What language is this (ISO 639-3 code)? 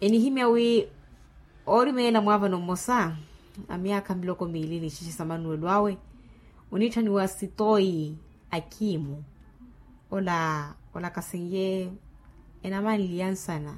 vmw